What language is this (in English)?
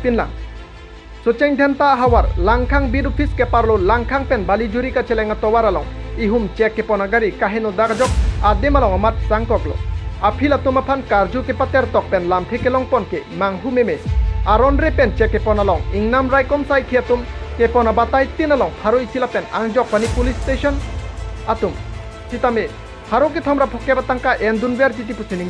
Karbi